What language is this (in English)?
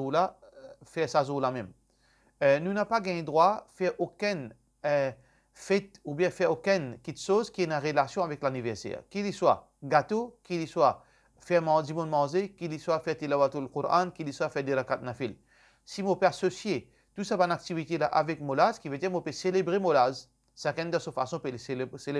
Morisyen